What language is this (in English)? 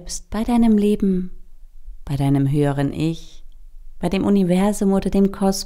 Swiss German